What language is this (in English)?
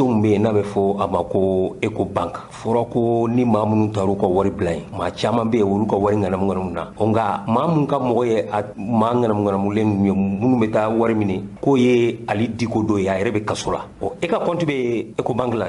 Bambara